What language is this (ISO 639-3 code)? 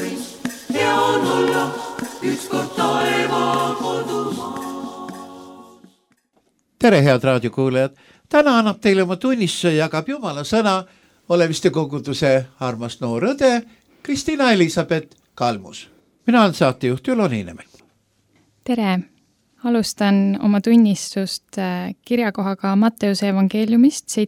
est